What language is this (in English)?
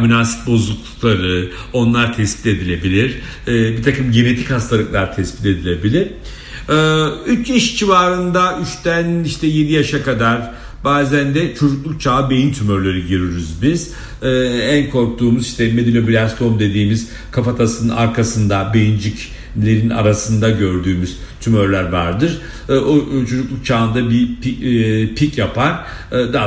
Turkish